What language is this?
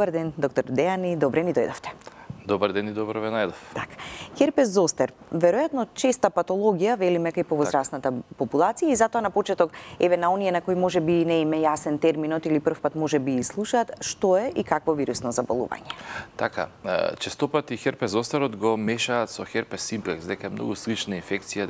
Macedonian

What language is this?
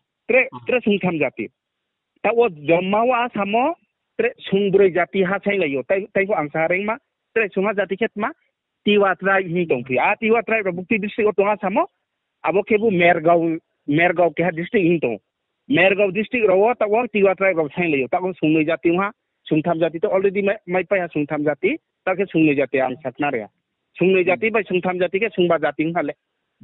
Riang (India)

